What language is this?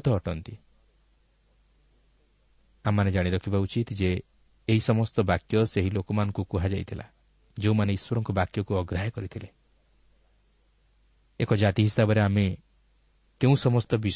Odia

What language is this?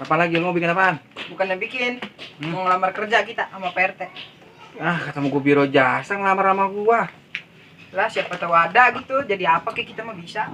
Betawi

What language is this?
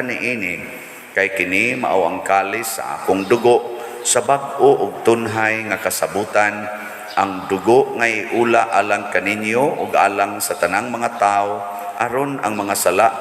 Cebuano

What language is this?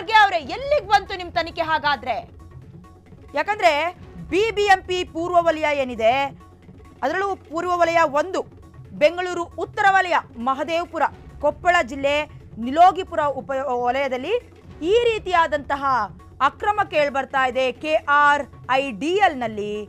Kannada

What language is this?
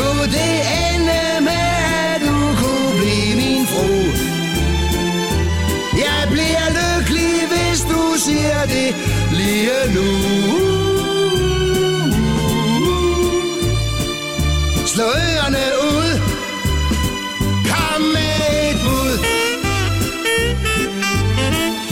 Danish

